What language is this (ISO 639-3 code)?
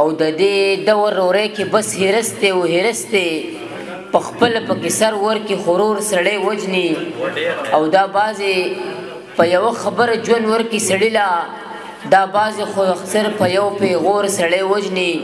pus